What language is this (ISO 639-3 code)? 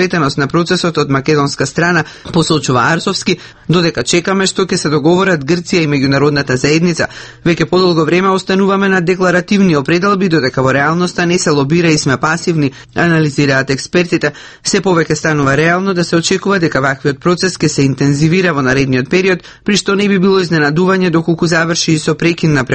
mkd